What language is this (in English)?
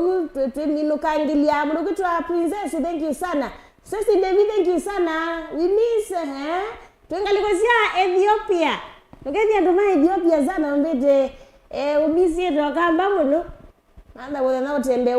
Kamba